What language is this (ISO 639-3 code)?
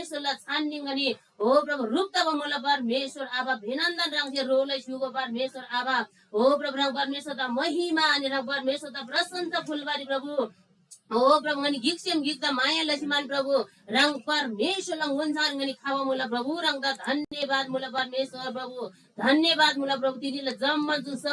taj